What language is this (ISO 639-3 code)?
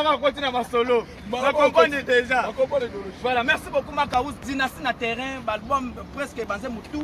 lin